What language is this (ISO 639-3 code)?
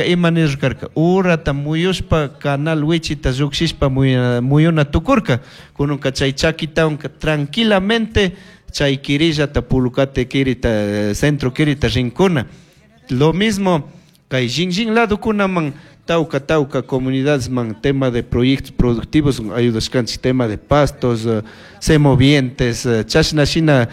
qug